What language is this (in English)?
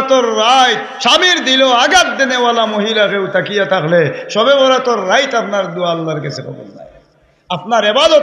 Sylheti